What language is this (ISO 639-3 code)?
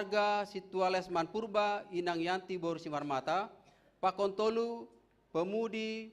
bts